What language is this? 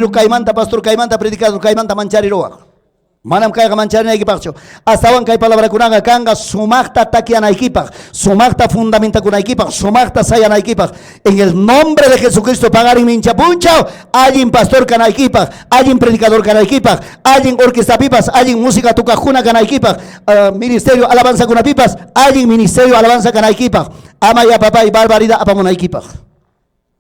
Ayacucho Quechua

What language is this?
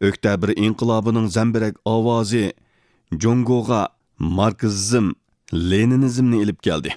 Uyghur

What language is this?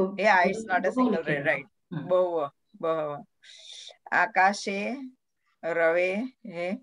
Sanskrit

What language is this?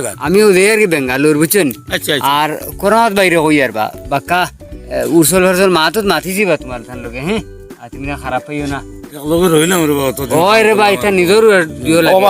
Sylheti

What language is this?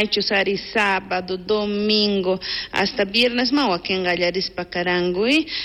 South Bolivian Quechua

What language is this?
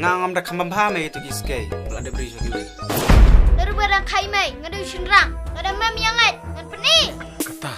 Khasi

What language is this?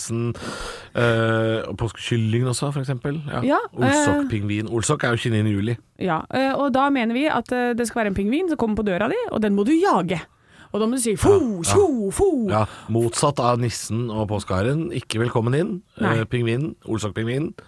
Norwegian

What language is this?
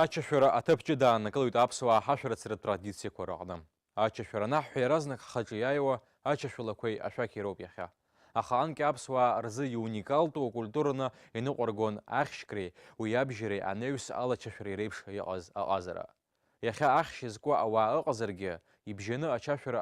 Abkhazian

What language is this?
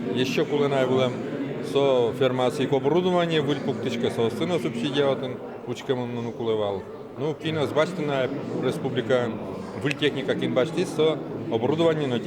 Udmurt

